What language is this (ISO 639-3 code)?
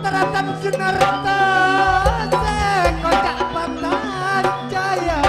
mad